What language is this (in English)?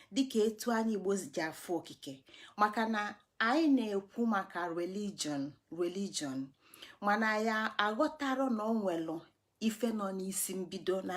Igbo